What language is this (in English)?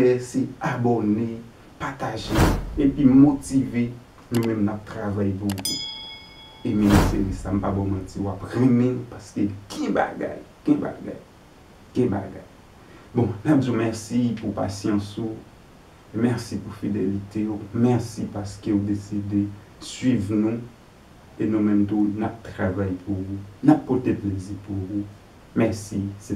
Haitian Creole